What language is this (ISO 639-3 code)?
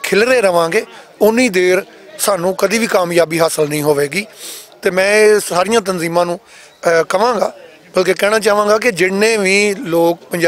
lah